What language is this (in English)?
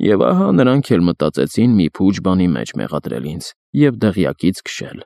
Armenian